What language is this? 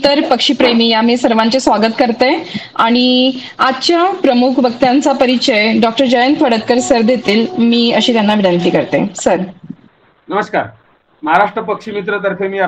Marathi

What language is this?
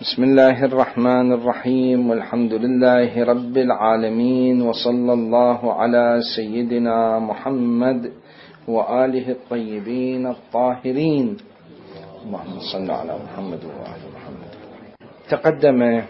Mesopotamian Arabic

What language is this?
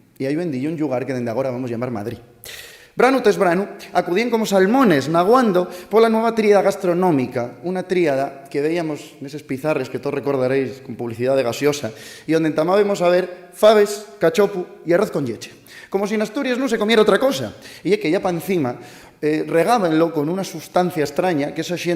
Asturian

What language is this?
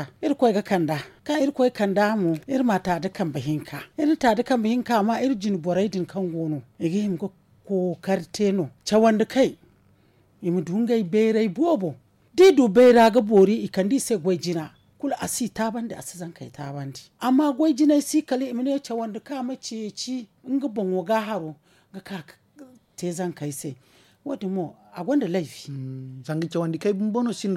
Zarma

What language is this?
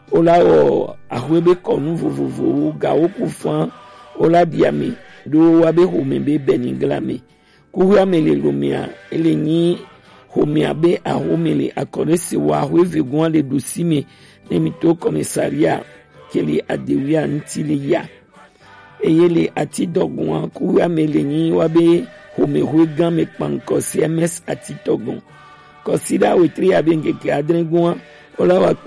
Gen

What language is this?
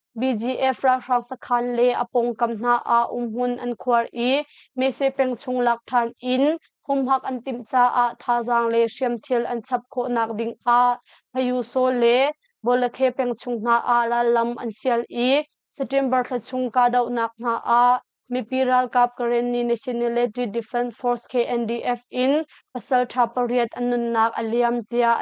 Hakha Chin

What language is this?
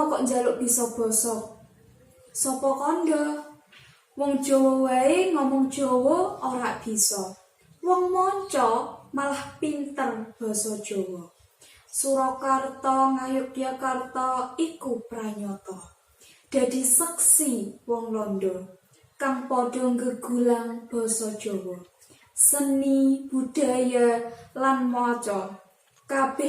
Javanese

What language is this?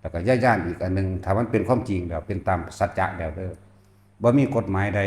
Northeastern Thai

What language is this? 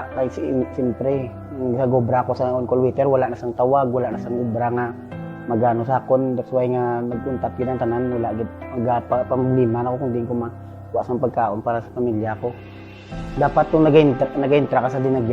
Hiligaynon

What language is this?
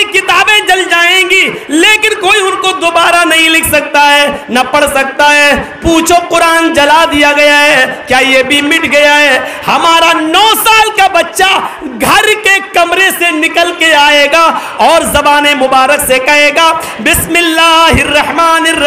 Urdu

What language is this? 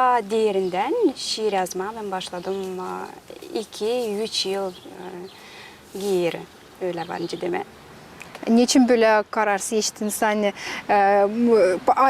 Gagauz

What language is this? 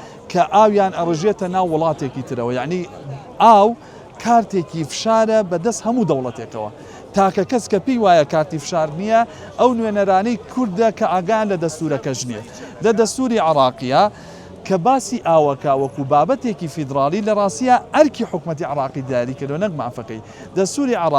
Central Kurdish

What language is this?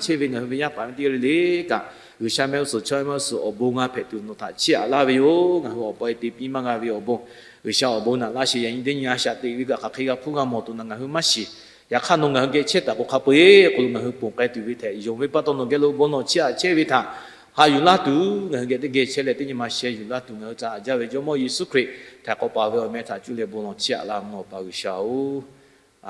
Lahu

